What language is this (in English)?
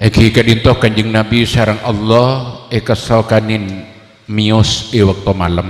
Madurese